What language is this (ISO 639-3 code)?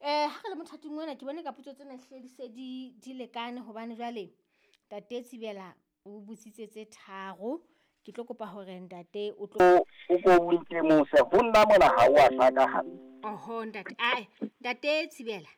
sot